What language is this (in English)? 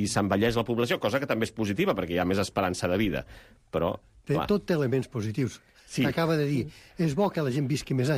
Catalan